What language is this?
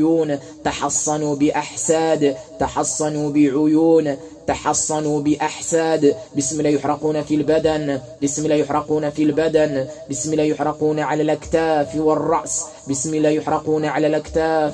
Arabic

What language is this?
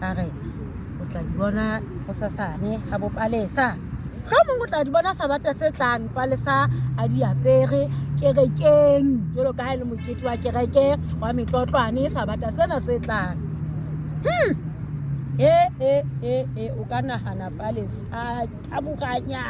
Southern Sotho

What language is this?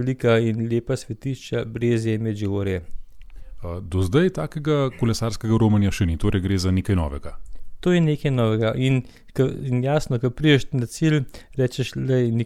Slovenian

